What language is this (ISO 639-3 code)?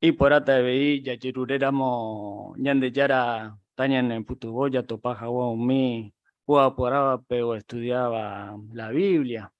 grn